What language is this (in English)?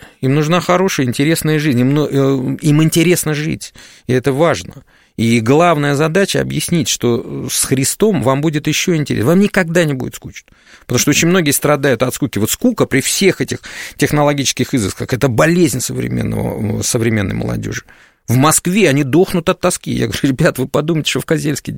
Russian